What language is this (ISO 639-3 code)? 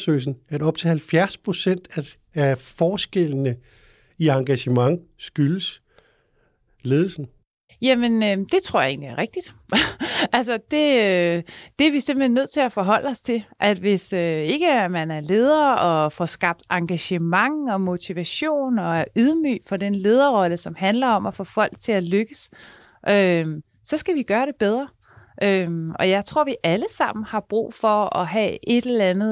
dan